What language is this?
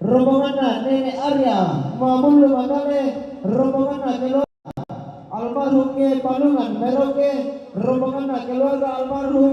Toraja-Sa'dan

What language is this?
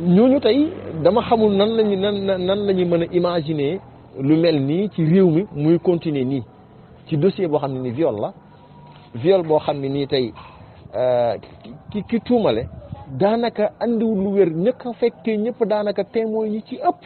Wolof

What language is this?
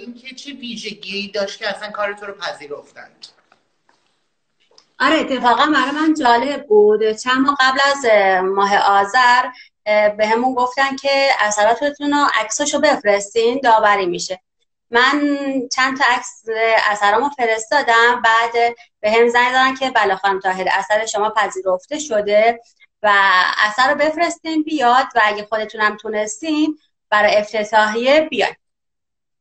Persian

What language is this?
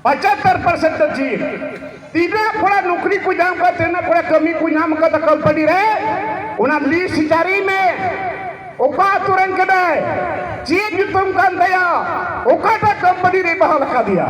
Santali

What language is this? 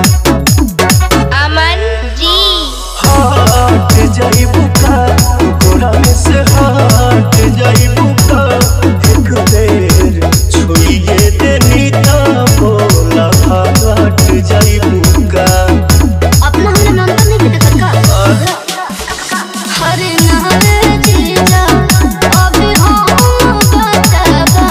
Bhojpuri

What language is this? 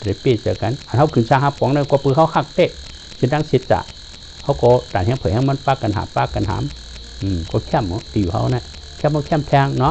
Shan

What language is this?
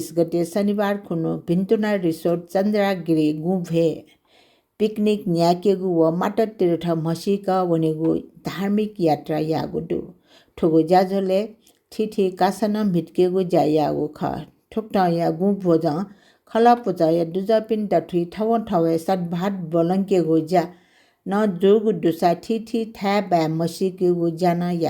Newari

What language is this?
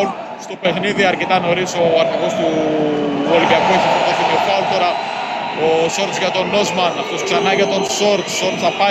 Greek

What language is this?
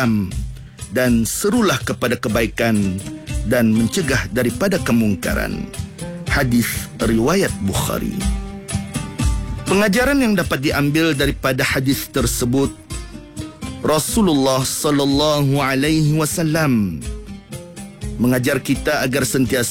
Malay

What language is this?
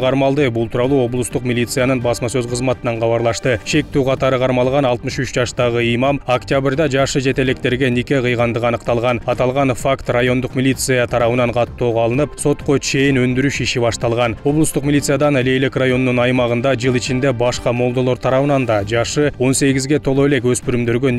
Kyrgyz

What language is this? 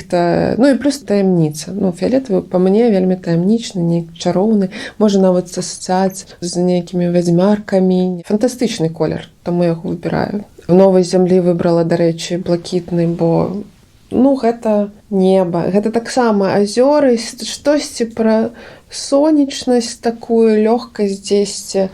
Belarusian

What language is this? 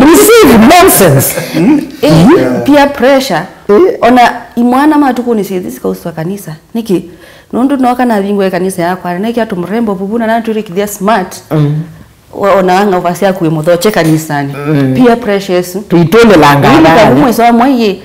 Kamba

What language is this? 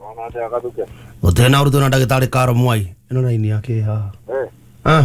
Kikuyu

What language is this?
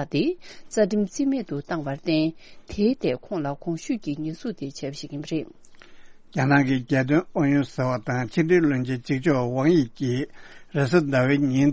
Tibetan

